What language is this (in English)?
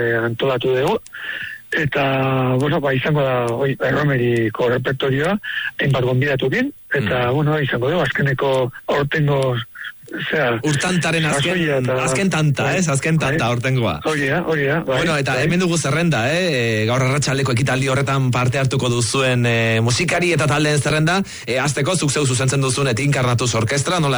Basque